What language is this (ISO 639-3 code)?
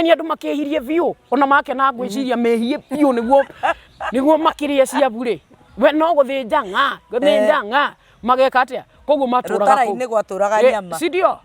kik